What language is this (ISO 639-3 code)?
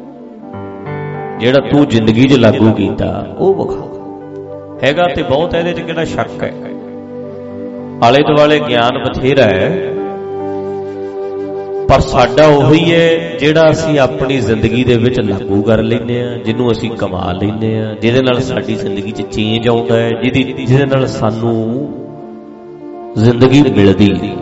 pan